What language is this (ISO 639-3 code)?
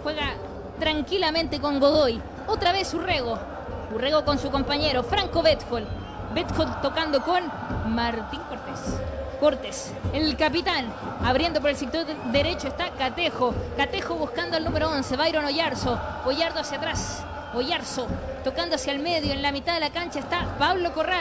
spa